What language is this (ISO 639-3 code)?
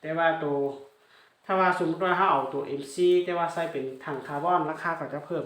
lao